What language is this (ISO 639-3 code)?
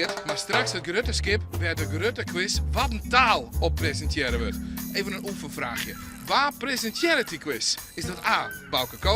fry